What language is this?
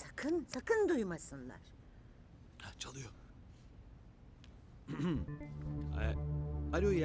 Turkish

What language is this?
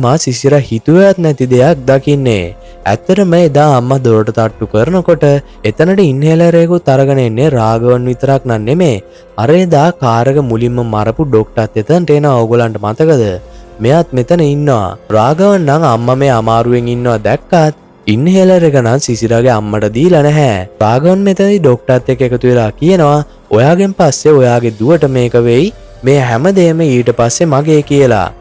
Sinhala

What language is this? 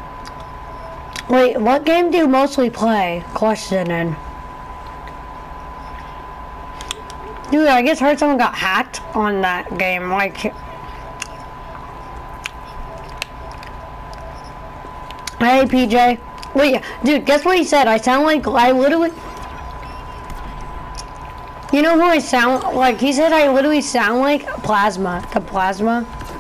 English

